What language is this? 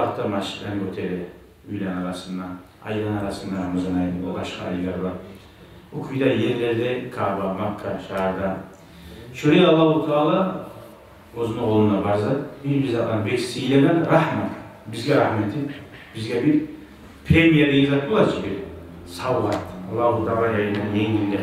Kumyk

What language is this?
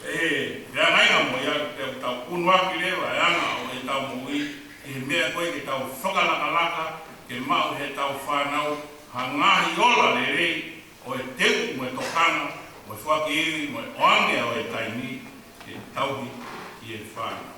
Tongan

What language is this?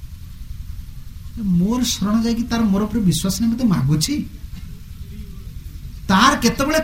Odia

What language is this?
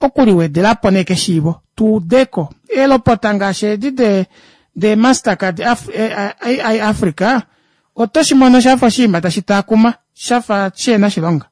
Kuanyama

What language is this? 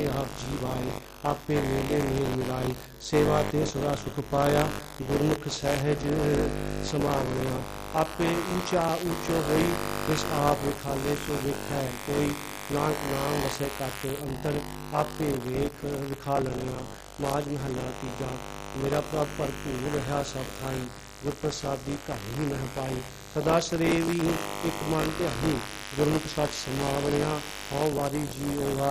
Punjabi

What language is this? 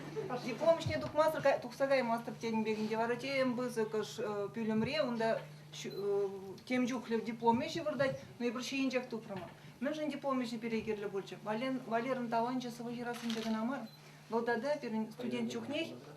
Chuvash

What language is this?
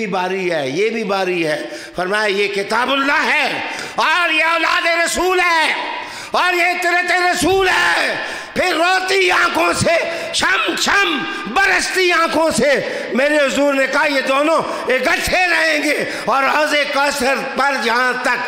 Urdu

